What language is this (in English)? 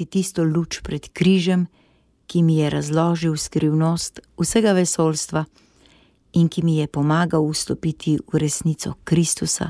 Slovenian